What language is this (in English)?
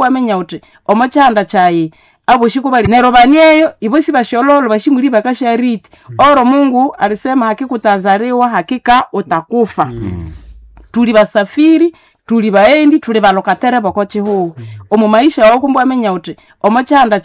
Nande